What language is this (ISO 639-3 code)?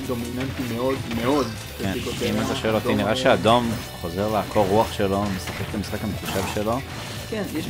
heb